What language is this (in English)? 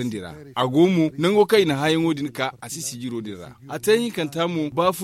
Zarma